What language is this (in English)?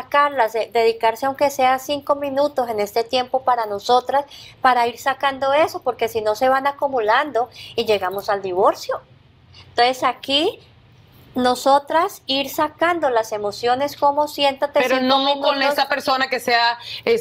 Spanish